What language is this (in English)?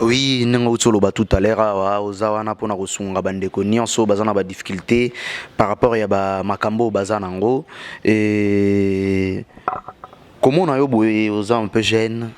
Lingala